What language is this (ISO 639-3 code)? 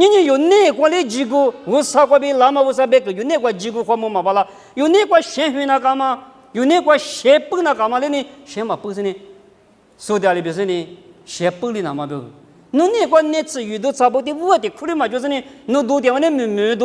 lis